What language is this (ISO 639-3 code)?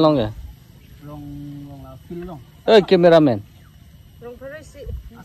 mjw